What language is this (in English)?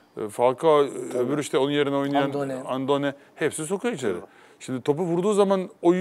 Turkish